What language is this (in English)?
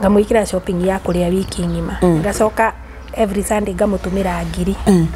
Kikuyu